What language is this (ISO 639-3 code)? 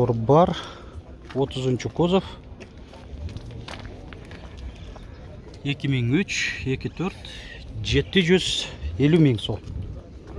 kir